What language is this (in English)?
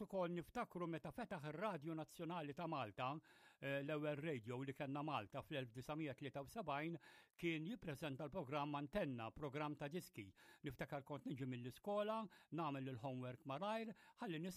Maltese